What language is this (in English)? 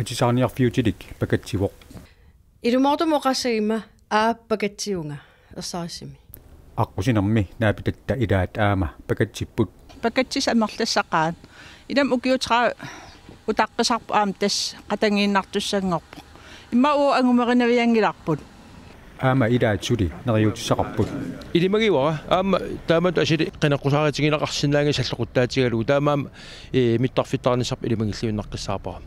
Kalaallisut